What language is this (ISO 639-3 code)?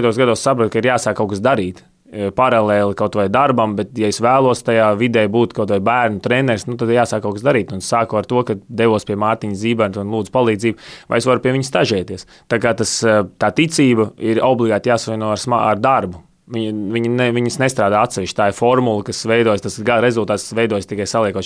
lav